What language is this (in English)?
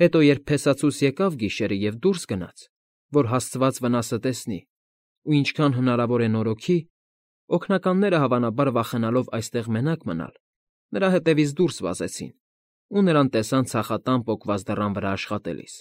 Armenian